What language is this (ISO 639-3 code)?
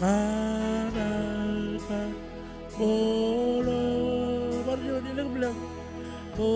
mah